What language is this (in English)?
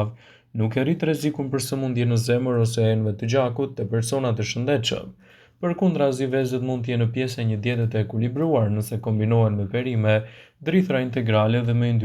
Albanian